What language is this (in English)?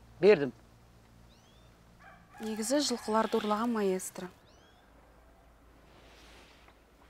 Kazakh